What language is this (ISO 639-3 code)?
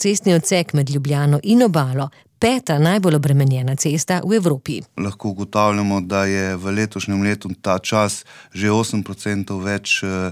slv